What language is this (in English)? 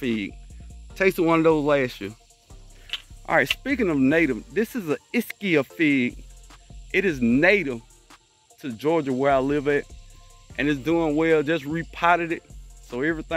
English